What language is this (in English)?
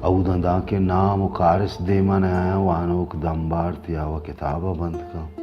Baluchi